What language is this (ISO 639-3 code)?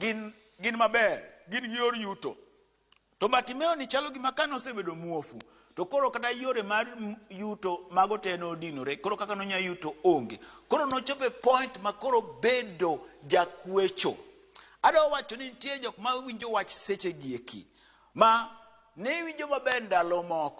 luo